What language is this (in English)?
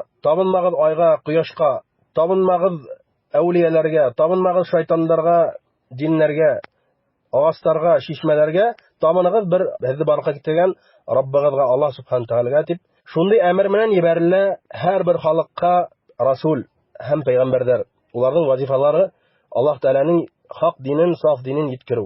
Bashkir